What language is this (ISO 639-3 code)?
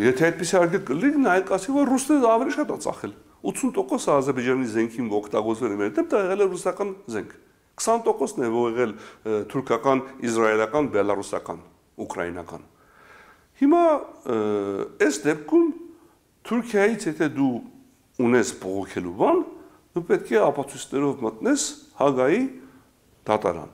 hye